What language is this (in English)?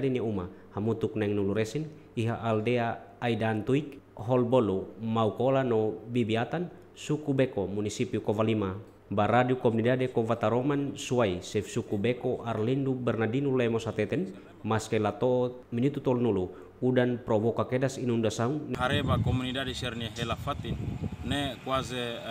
Tetum